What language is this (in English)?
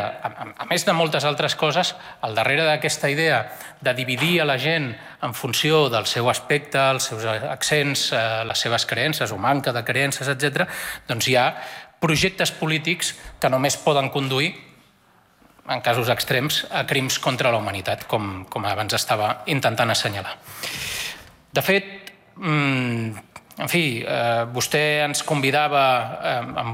Catalan